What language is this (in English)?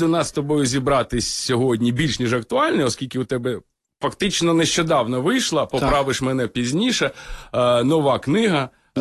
Ukrainian